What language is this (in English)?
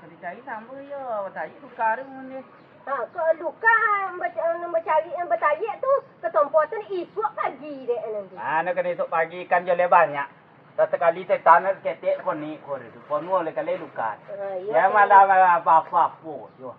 Minangkabau